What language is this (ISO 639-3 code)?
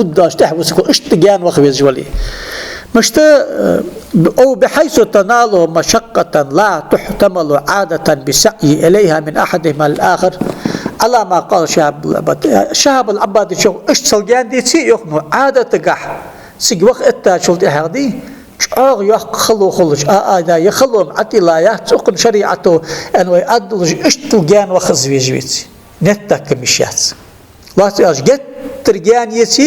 inh